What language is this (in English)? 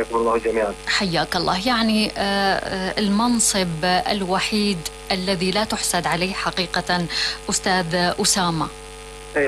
Arabic